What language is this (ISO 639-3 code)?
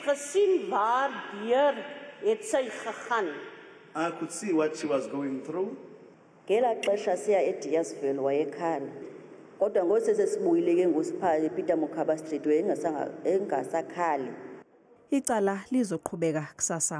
zul